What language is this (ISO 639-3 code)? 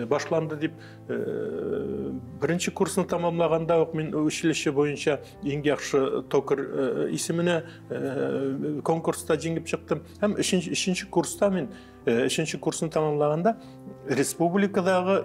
tat